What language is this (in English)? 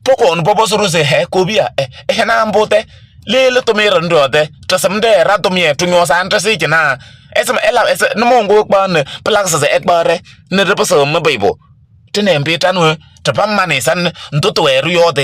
Kabiyè